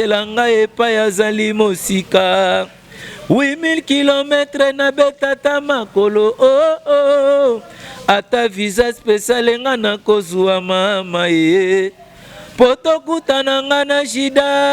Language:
Lingala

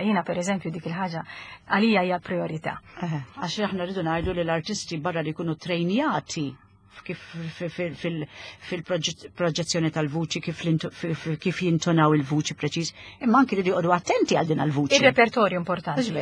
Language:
Maltese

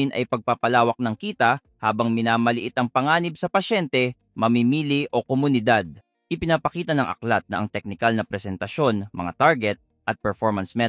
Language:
Filipino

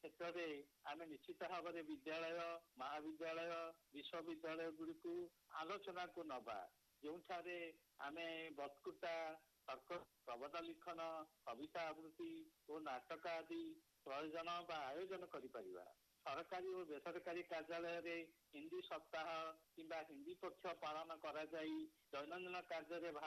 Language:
Odia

